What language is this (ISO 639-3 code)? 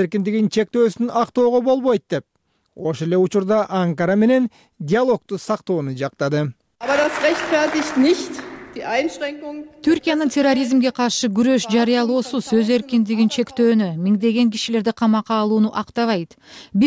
kir